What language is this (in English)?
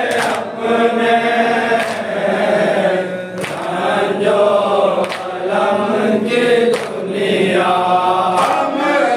Hindi